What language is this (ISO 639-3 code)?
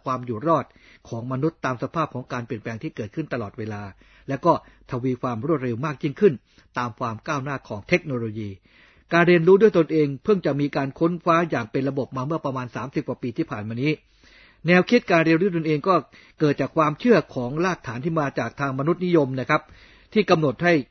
tha